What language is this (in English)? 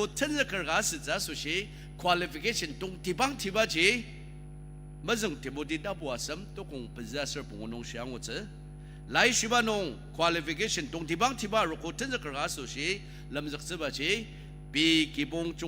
Ao Naga